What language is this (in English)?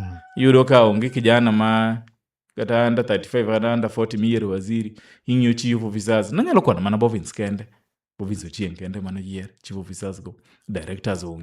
Luo (Kenya and Tanzania)